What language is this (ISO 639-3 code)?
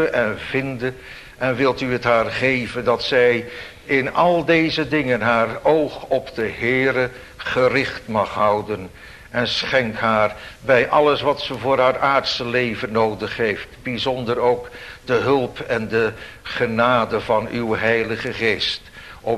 nld